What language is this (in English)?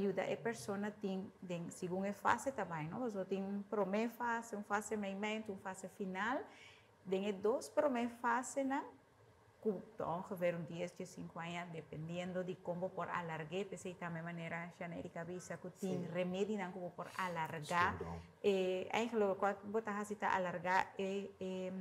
Papiamento